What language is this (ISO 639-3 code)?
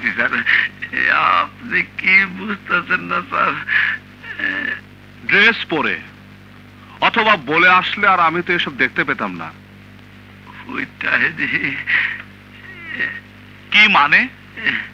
ben